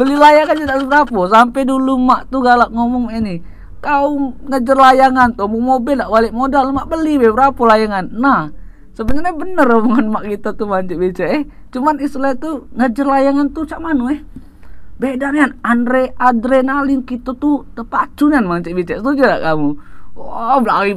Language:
Musi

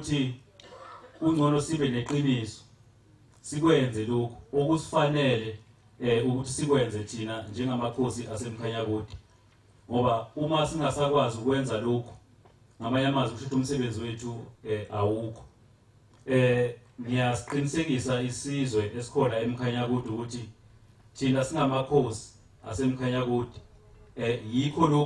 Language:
Zulu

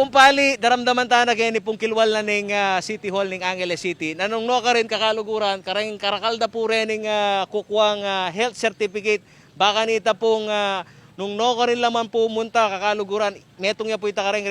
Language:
Pampanga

